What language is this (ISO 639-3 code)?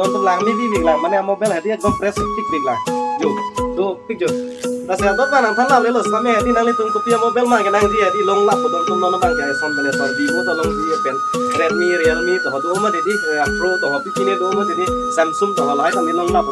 mjw